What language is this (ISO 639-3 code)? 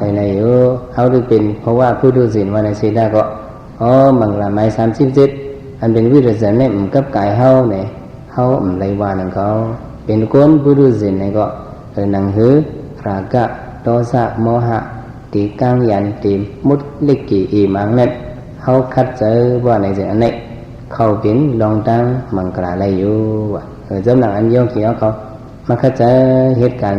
shn